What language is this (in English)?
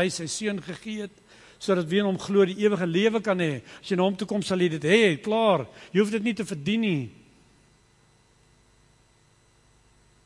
Afrikaans